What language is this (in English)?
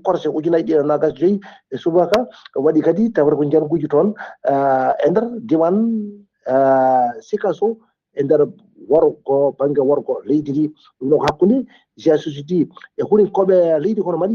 Fula